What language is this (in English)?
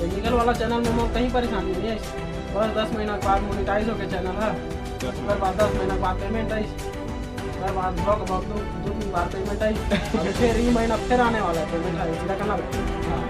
Chhattisgarhi